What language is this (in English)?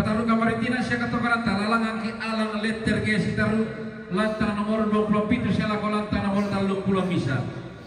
Toraja-Sa'dan